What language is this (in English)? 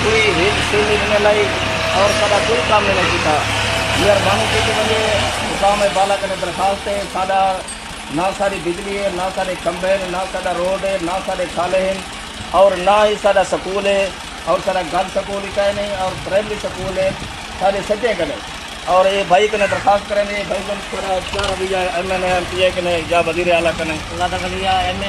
Saraiki